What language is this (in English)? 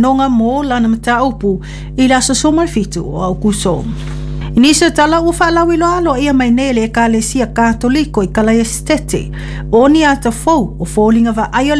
Samoan